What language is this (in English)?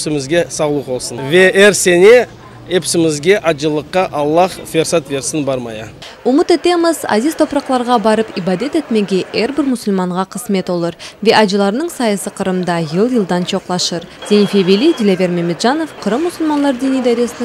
Crimean Tatar